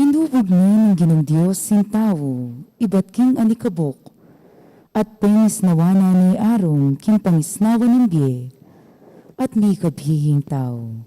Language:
Pampanga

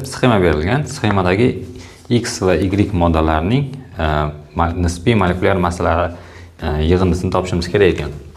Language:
Uzbek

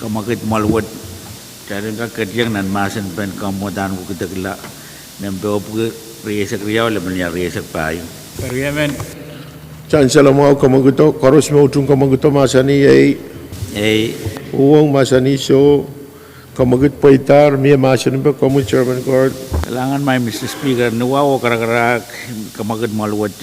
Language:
Pohnpeian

